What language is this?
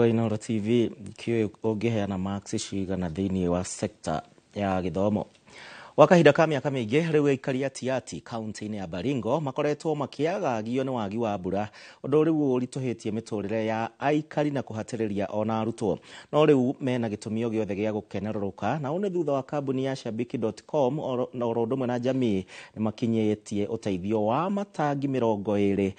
Kikuyu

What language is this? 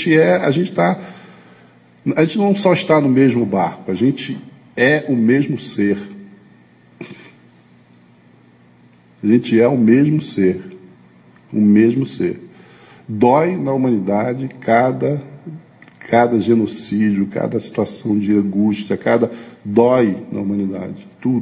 Portuguese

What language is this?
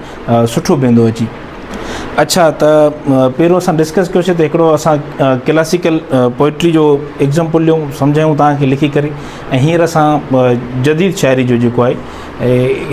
Sindhi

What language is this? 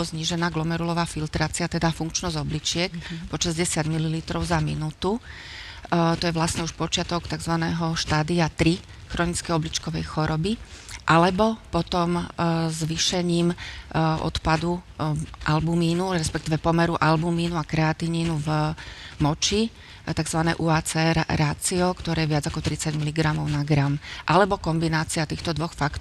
Slovak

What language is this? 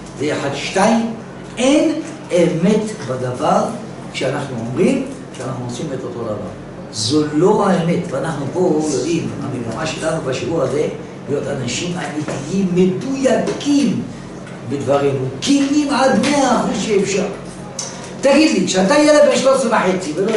Hebrew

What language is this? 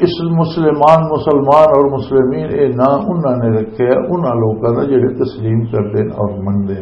Western Panjabi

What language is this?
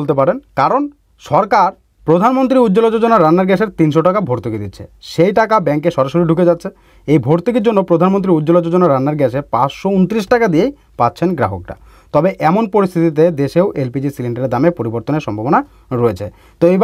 Bangla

